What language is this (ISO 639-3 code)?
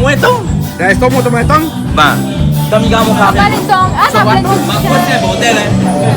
rcf